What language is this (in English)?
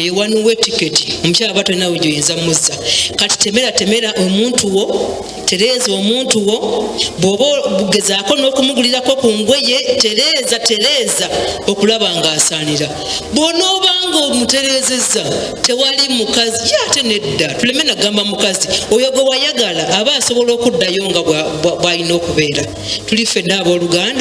Ganda